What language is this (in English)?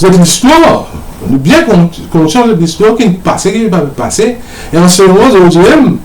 Morisyen